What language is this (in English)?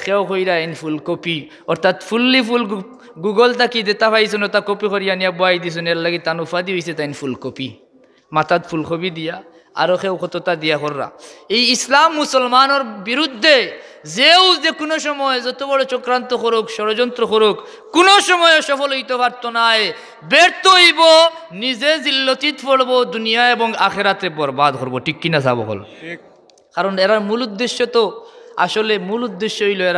Sylheti